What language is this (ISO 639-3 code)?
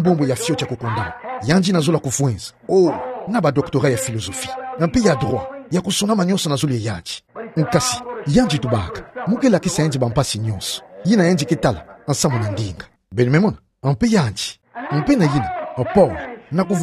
ktu